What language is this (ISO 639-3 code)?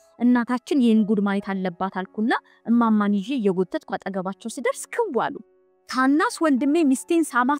amh